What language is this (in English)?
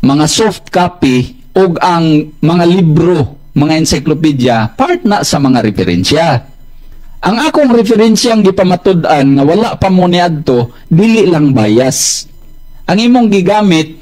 Cebuano